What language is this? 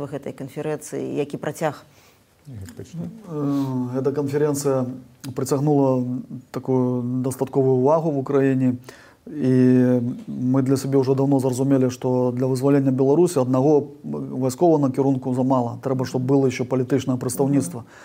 Belarusian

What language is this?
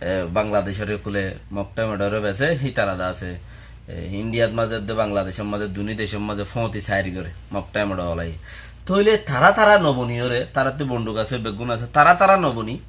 Rohingya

